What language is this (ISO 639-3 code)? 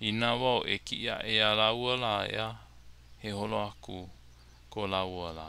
haw